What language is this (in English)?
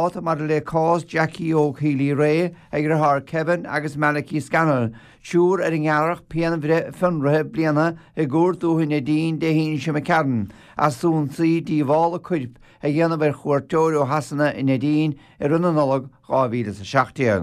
Irish